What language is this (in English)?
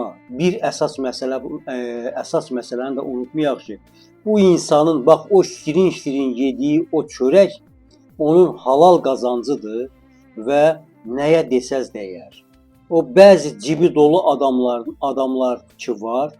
Azerbaijani